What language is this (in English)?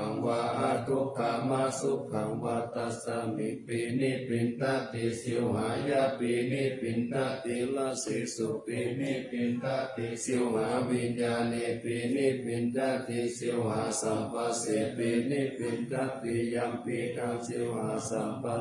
Pali